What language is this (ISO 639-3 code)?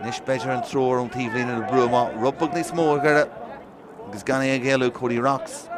gle